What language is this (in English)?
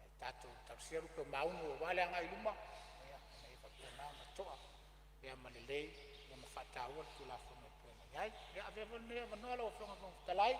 Samoan